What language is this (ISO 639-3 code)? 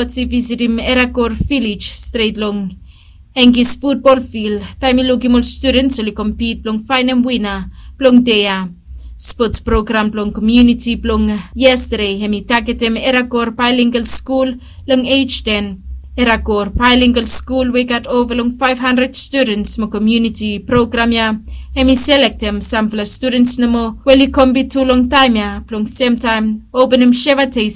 bis